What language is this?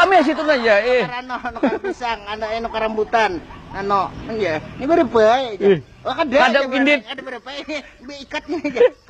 Banjar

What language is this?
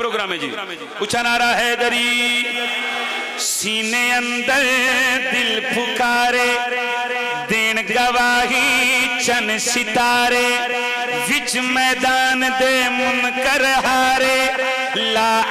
Pahari-Potwari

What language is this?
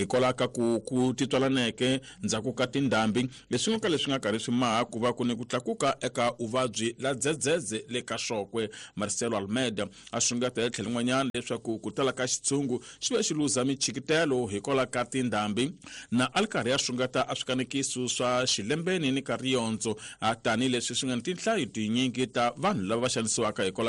Tsonga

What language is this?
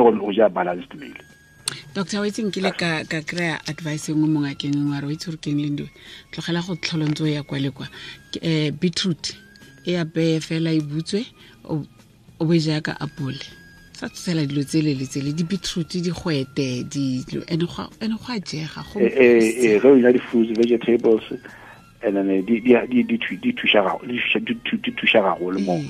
Tswana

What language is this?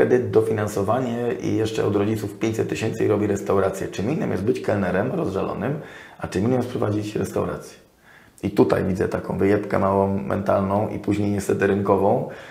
Polish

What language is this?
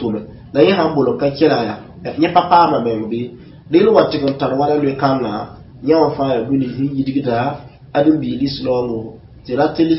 Mossi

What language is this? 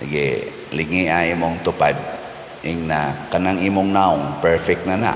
Cebuano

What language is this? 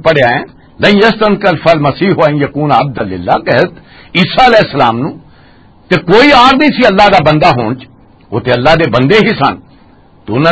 Western Panjabi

